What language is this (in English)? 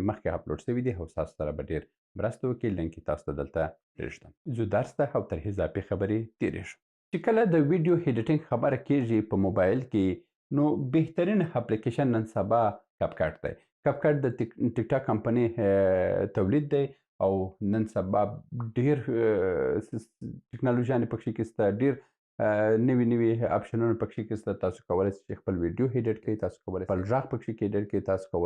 Pashto